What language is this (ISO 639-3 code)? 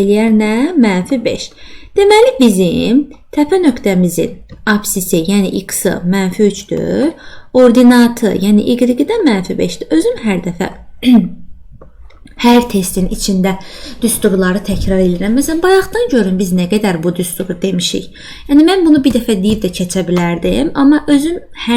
aze